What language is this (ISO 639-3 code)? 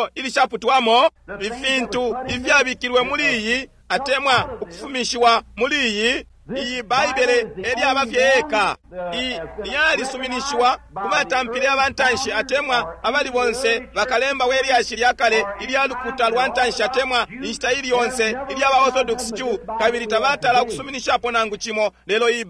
bem